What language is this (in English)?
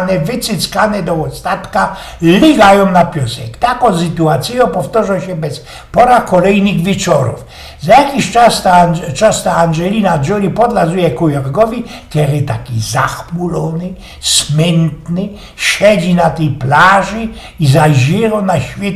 Silesian